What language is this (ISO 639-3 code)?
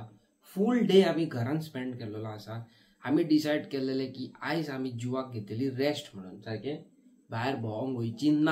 kok